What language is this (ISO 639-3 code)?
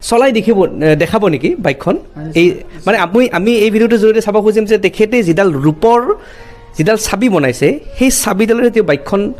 asm